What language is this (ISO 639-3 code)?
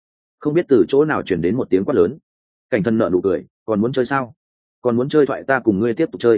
vie